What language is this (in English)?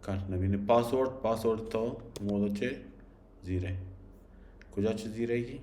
Baluchi